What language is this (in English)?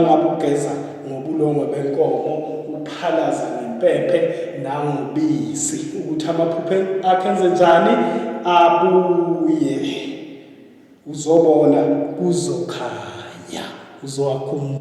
Zulu